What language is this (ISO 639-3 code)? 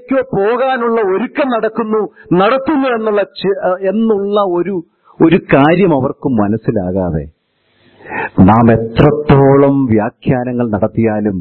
mal